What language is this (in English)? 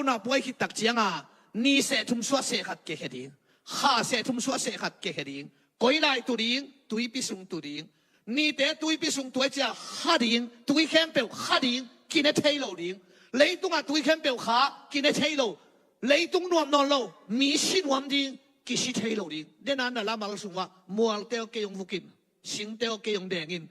Tedim Chin